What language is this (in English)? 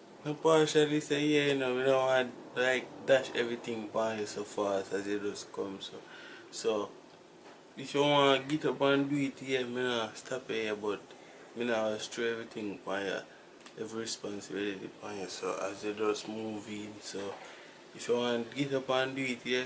Jamaican Creole English